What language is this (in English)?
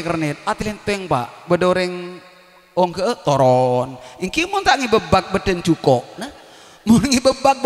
Madurese